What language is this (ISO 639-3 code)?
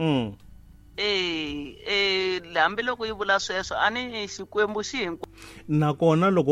tso